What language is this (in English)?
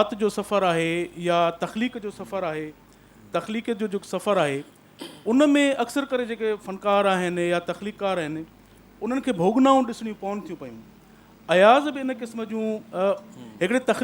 Sindhi